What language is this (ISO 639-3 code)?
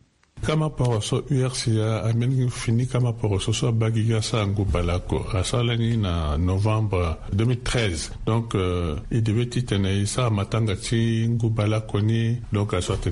sag